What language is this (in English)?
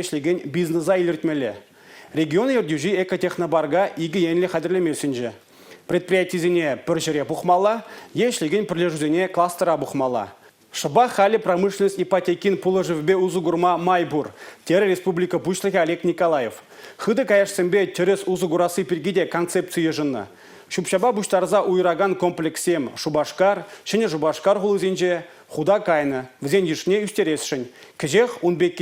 Chuvash